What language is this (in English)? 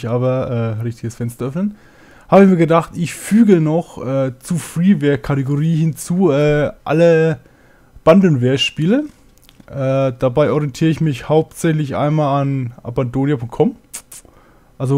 German